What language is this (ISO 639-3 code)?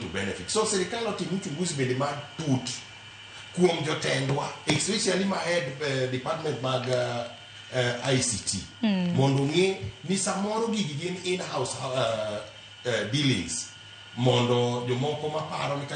luo